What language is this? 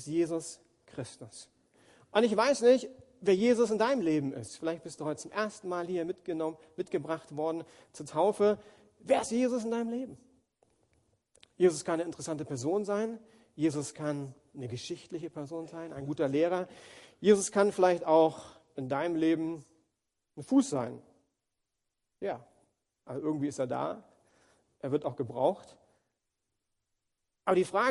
German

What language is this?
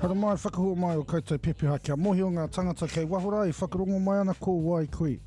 Māori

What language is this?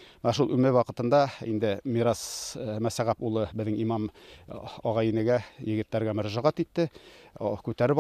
Bashkir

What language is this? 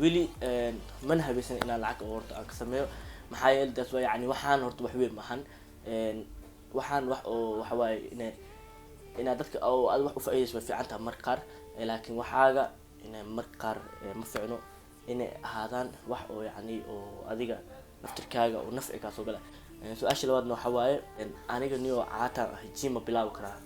Somali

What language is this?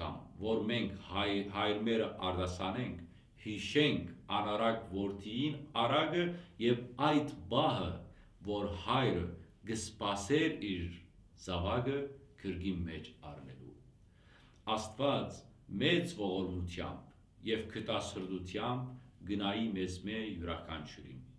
Western Armenian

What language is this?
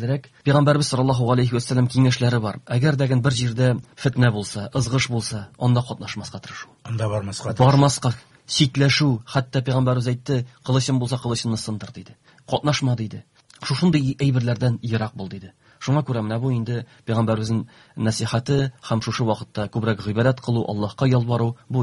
Tatar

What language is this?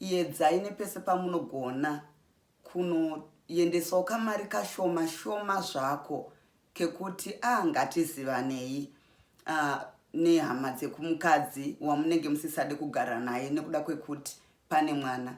Shona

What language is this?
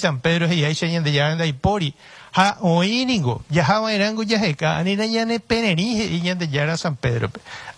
Guarani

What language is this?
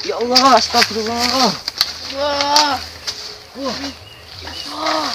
Madurese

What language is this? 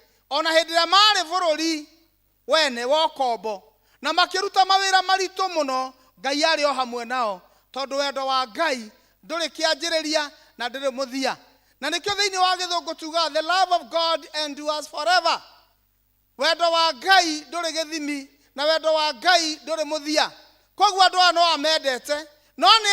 Kikuyu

